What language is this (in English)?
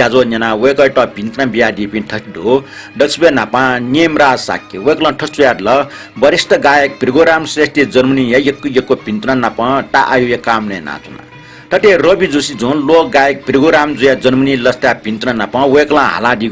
Newari